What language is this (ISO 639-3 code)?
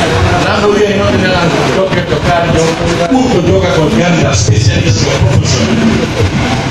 fuf